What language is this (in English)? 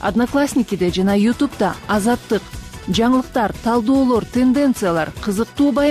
Kyrgyz